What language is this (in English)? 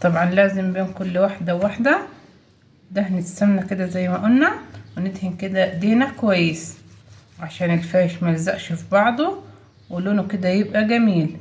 Egyptian Arabic